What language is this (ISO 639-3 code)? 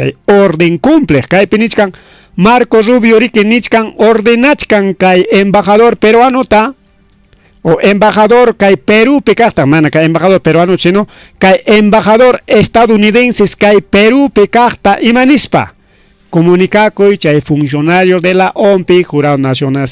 quy